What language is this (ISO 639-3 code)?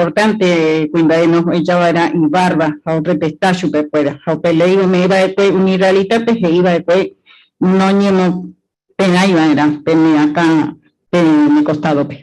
grn